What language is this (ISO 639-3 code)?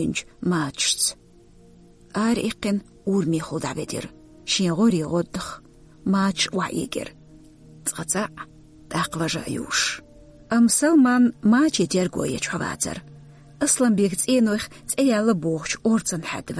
che